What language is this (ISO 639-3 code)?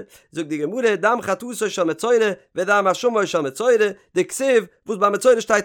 yid